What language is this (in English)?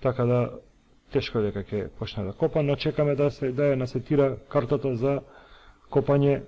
Macedonian